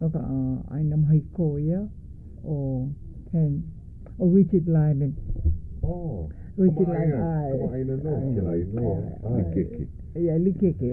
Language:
Hawaiian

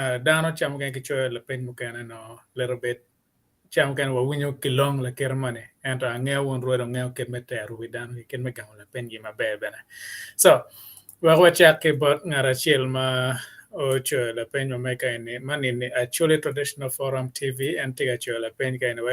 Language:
Acoli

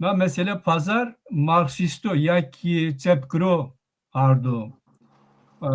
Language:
Zaza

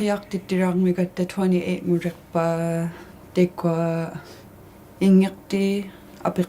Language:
Inuktitut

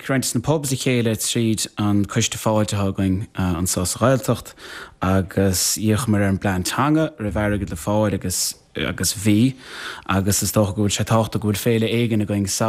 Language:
Irish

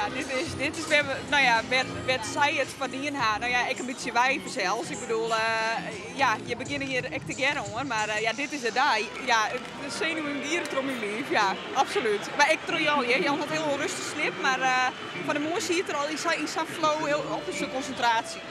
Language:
Western Frisian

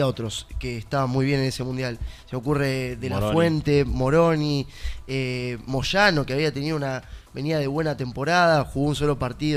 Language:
Spanish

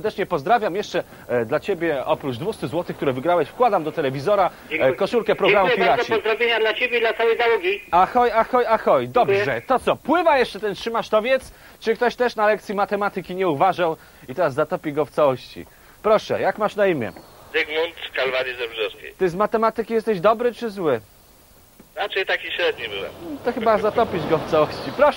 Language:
Polish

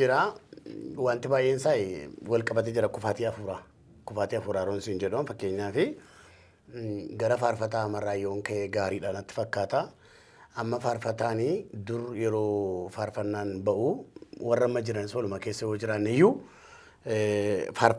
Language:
Oromo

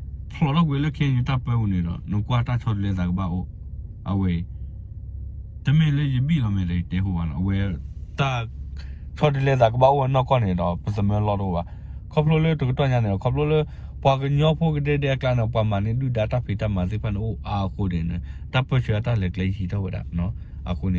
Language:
S'gaw Karen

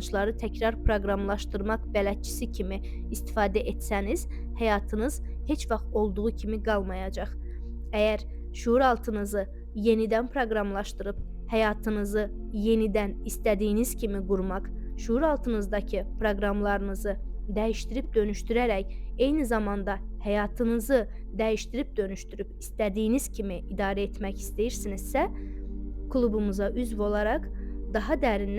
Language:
Azerbaijani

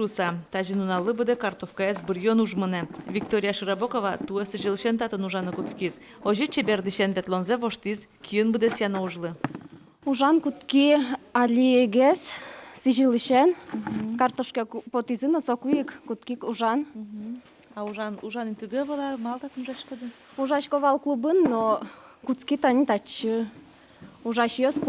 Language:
Udmurt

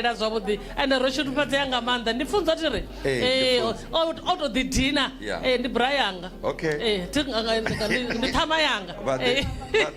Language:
Venda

